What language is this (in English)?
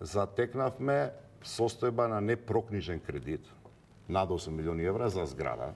Macedonian